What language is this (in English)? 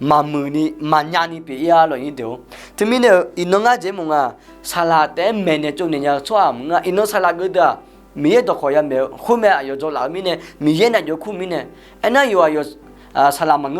Akha